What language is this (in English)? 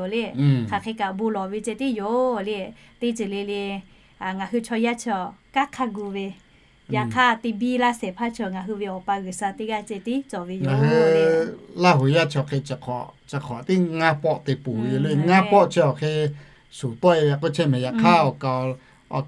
Lahu